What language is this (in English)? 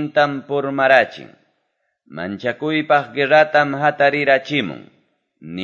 Quechua